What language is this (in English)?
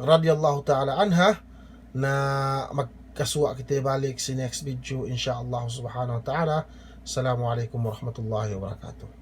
Yakan